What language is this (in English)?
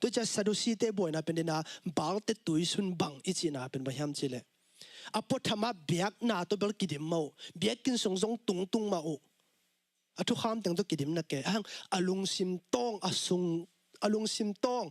Tedim Chin